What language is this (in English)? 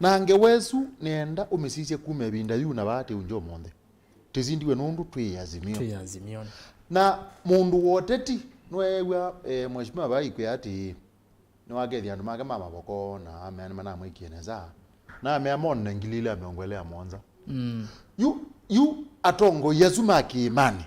Kamba